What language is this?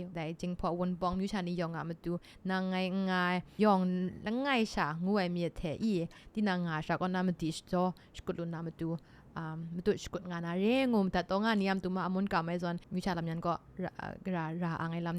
Kachin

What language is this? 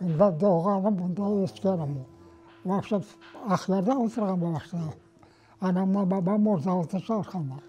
Crimean Tatar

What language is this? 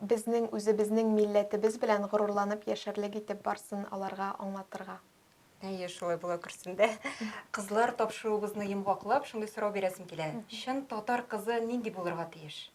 Tatar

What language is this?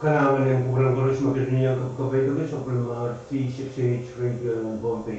Pohnpeian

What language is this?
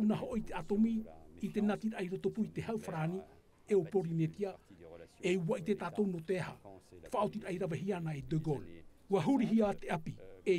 Tahitian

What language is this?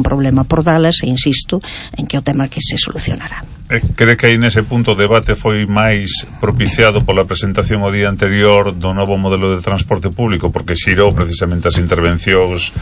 Galician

